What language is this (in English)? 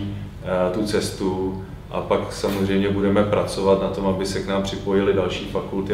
Czech